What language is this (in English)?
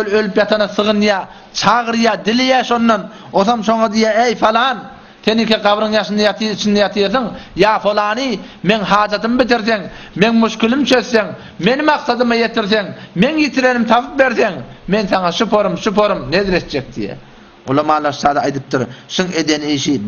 Turkmen